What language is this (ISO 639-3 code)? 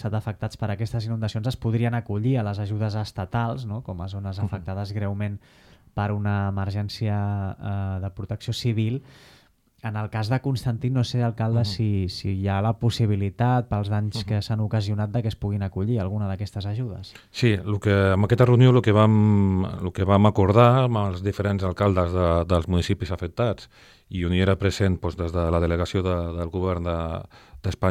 cat